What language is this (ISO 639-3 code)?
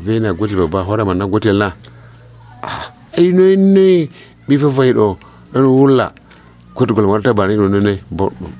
fuv